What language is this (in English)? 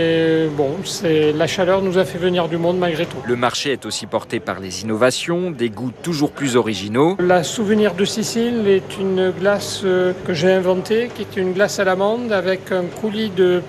French